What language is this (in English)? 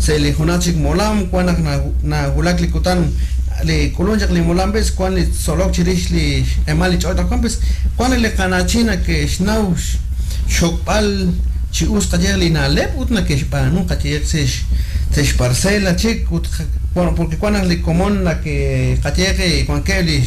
Kekchí